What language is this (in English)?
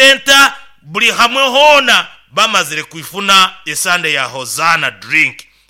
Nyoro